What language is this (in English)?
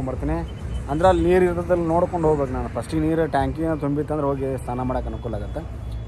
Kannada